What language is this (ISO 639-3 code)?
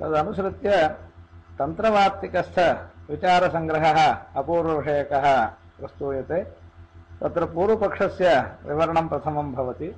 san